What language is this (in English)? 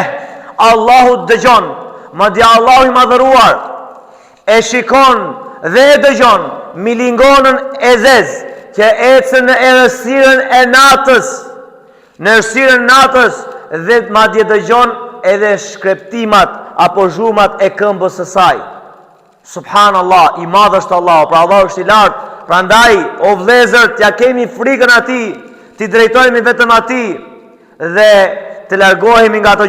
Albanian